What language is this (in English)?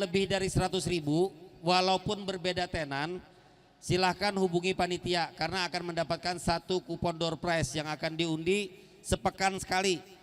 Banjar